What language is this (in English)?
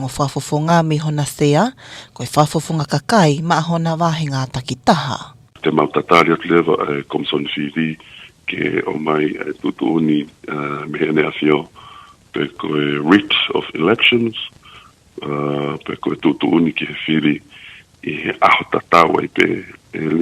Tongan